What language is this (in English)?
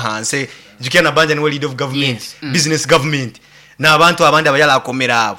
Nyoro